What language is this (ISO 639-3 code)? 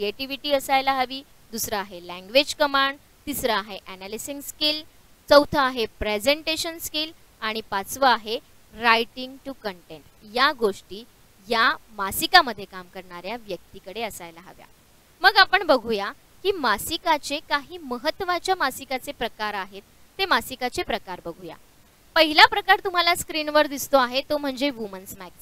mar